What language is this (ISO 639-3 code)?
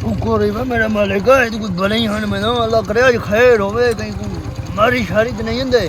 skr